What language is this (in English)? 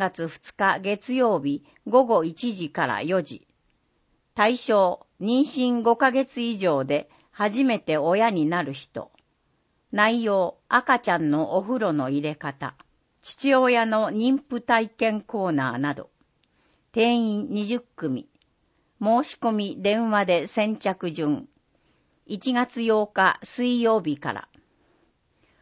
Japanese